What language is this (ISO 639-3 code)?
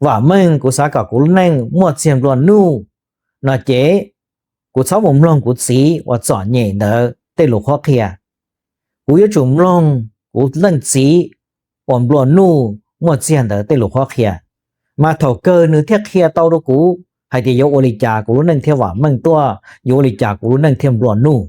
hmn